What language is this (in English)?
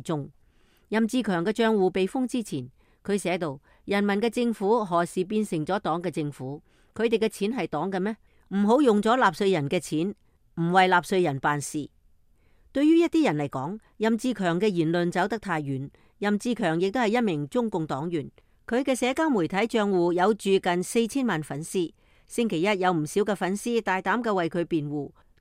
Cantonese